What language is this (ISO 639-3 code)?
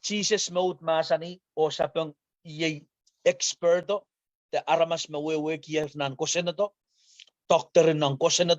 pon